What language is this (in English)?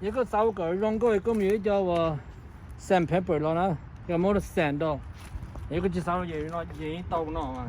Hmong